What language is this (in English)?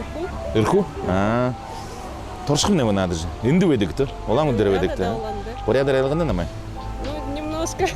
Buriat